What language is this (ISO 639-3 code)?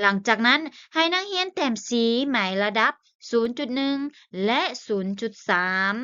lao